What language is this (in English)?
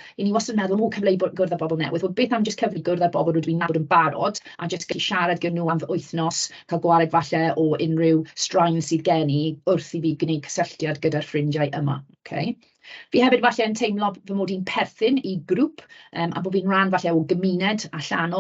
Welsh